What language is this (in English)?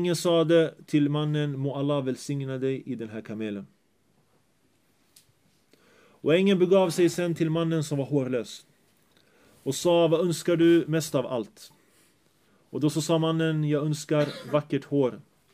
Swedish